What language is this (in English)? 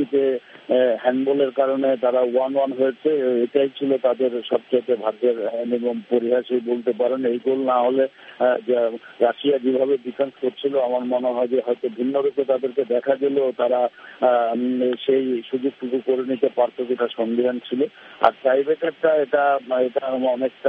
Bangla